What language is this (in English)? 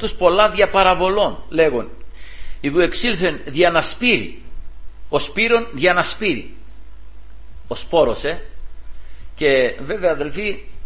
Greek